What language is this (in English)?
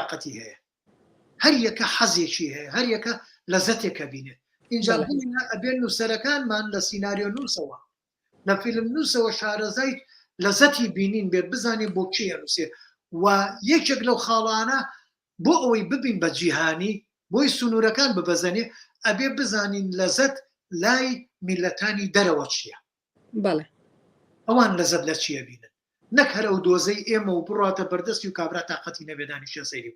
Central Kurdish